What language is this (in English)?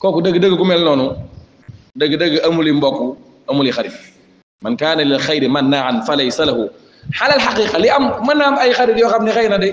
Wolof